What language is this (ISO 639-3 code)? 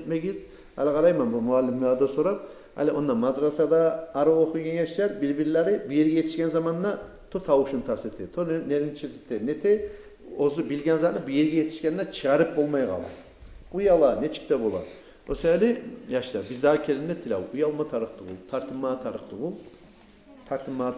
kum